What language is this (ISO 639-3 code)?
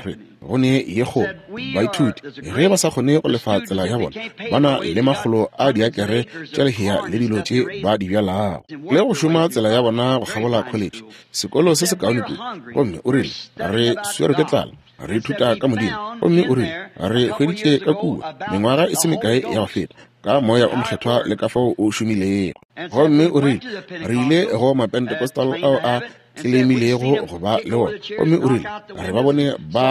nso